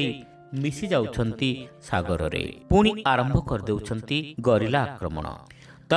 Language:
Odia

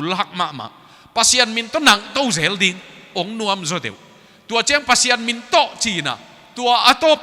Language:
Tedim Chin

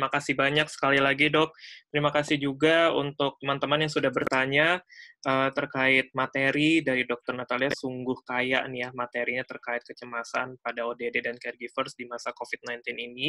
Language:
Indonesian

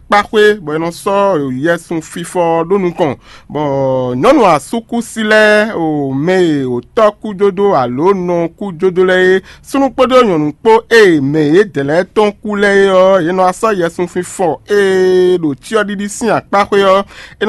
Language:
Fon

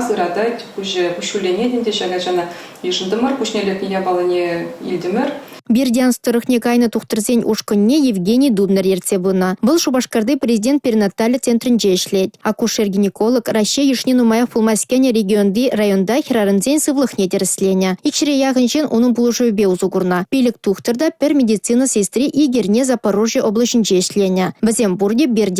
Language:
Chuvash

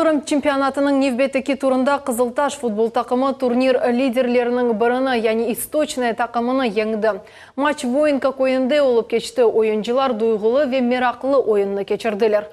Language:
Crimean Tatar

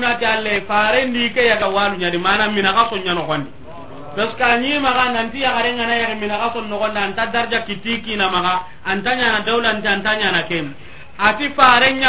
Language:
Soninke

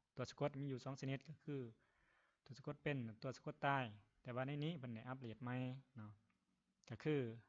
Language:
Lao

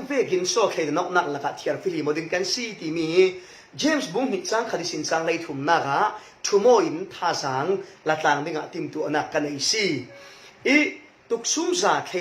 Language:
Falam Chin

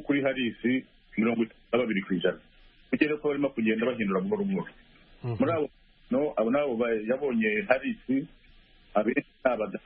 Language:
Kinyarwanda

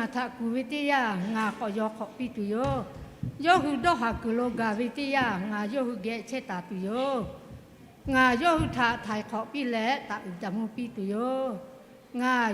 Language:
Lahu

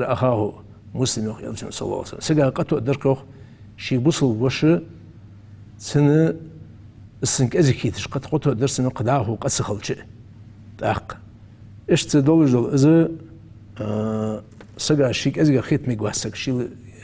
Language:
Ingush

